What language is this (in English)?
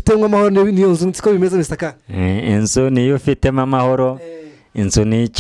Kinyarwanda